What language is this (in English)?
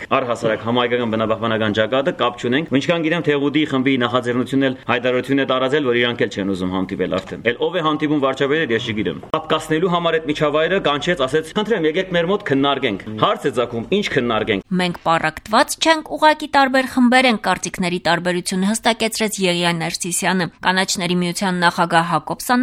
Armenian